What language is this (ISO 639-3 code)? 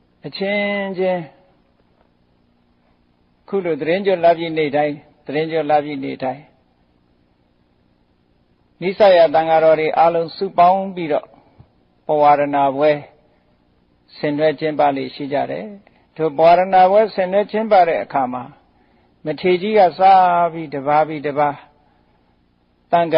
mya